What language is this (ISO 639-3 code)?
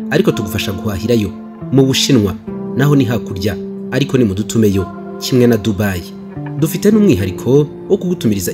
kin